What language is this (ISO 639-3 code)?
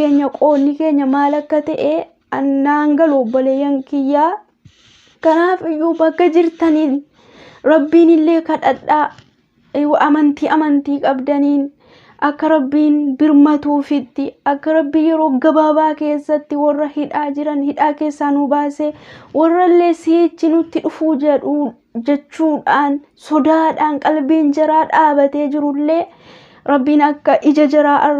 orm